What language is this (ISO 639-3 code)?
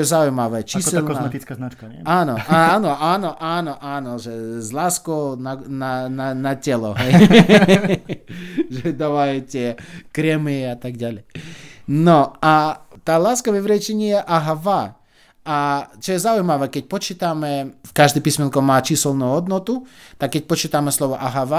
slk